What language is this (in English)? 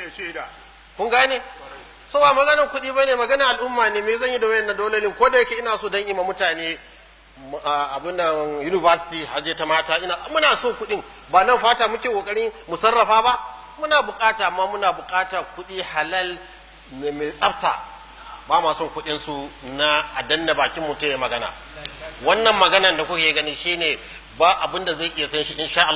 Hausa